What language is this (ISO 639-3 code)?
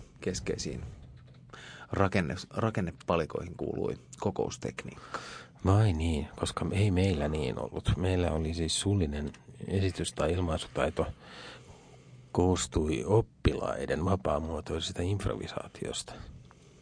fin